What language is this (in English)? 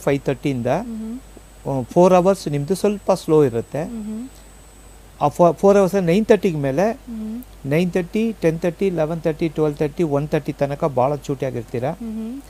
Kannada